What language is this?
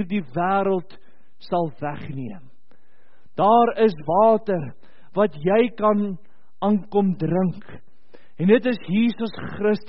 Afrikaans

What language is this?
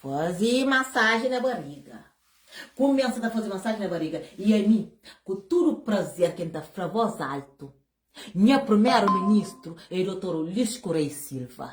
Kabuverdianu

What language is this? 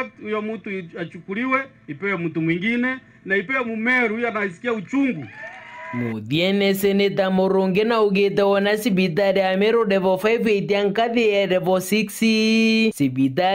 Meru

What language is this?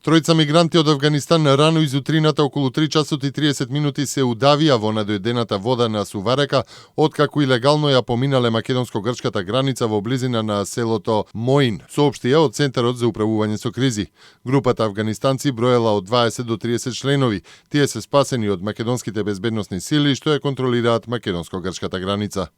Macedonian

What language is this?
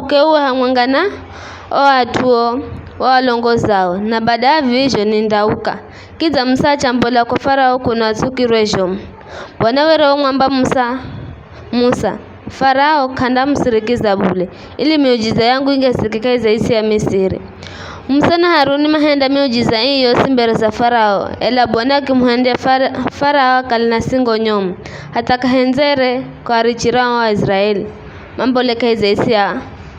Giryama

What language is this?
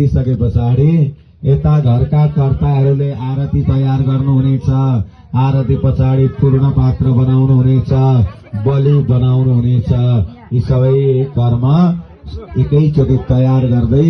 Nepali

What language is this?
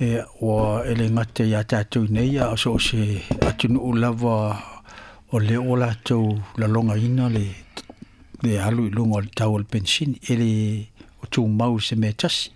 Samoan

